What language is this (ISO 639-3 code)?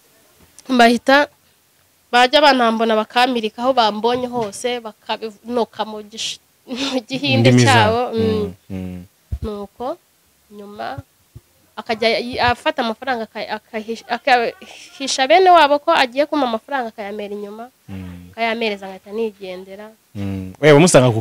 kin